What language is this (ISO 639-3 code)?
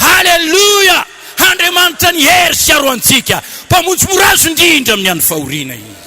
mlg